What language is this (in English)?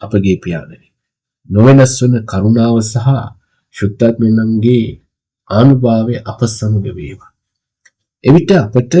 Sinhala